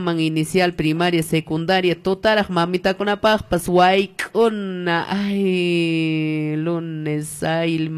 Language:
Quechua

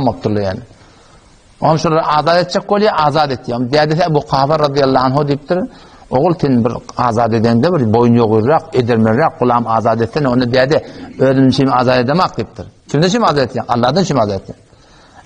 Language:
Turkmen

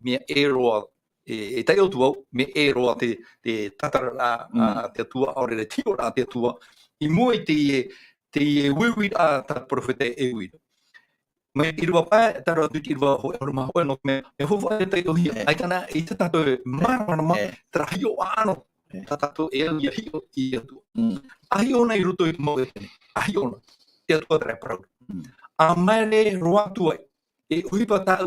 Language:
Tahitian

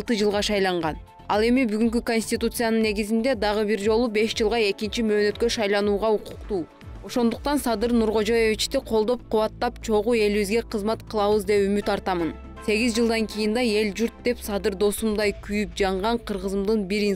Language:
Kyrgyz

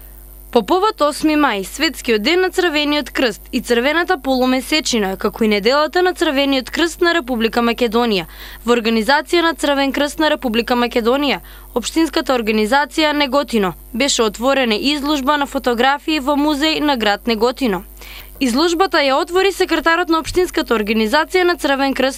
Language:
Macedonian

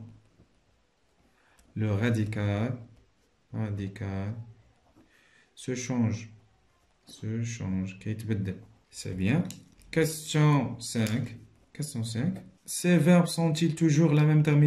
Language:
French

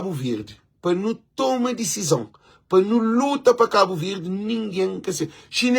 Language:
Kabuverdianu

